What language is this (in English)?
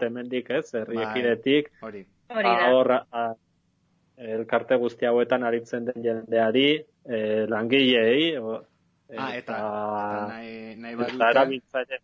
Basque